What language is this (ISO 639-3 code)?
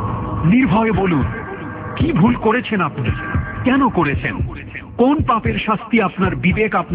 ben